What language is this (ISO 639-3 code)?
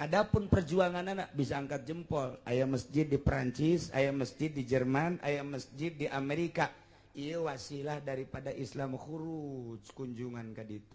sun